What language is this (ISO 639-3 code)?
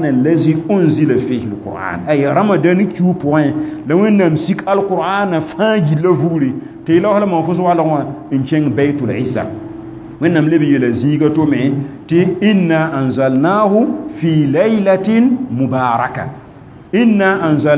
mos